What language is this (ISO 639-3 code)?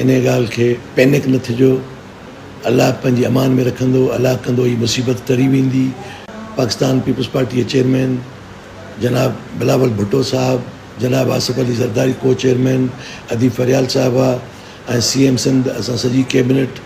snd